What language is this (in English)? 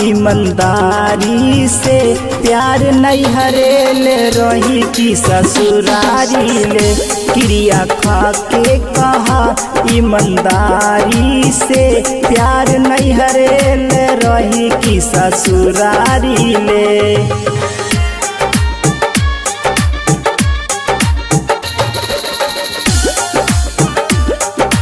Bhojpuri